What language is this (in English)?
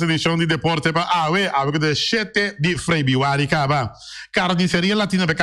Papiamento